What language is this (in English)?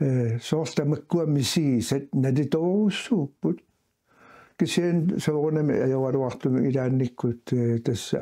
Kalaallisut